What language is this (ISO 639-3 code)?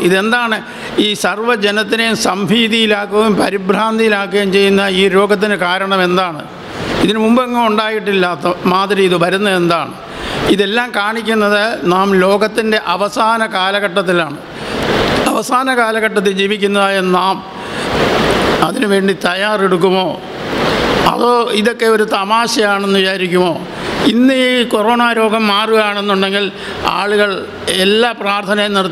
mal